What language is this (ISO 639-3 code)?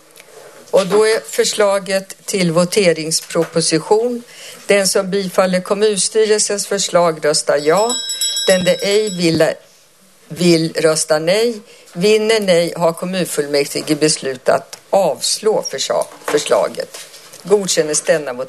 swe